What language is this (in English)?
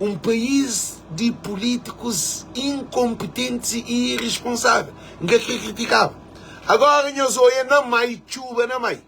Kabuverdianu